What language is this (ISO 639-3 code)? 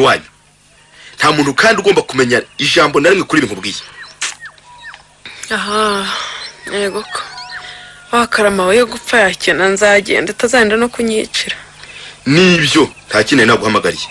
kin